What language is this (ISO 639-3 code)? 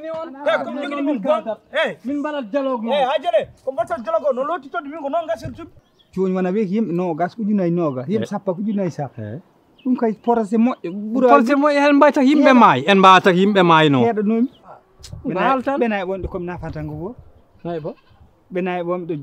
ful